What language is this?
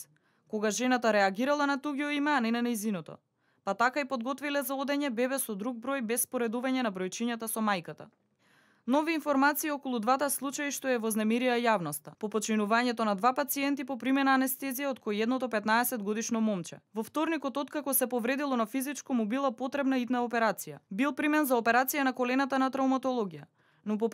Macedonian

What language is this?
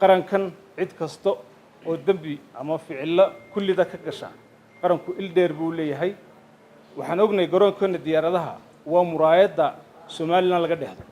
Somali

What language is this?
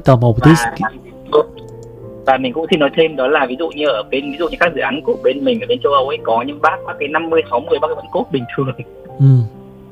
Vietnamese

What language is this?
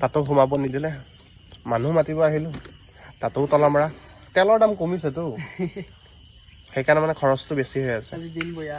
Assamese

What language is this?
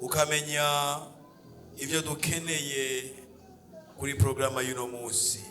Rundi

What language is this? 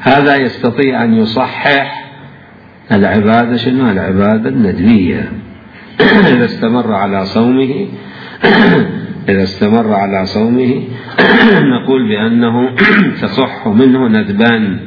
Mesopotamian Arabic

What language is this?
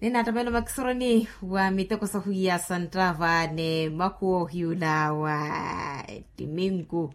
Makhuwa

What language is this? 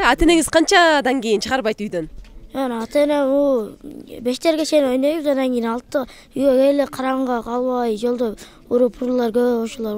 Kyrgyz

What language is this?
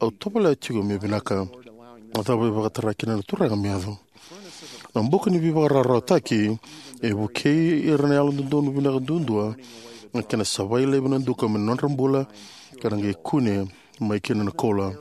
Fijian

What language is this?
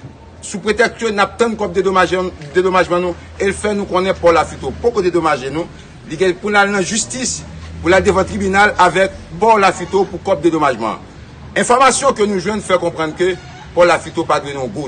Haitian Creole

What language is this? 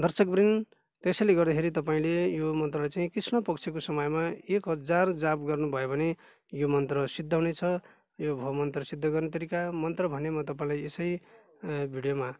Nepali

